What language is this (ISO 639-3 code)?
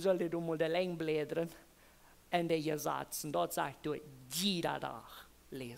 pdt